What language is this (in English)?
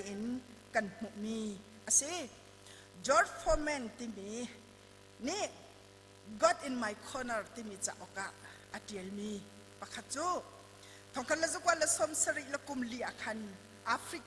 Hakha Chin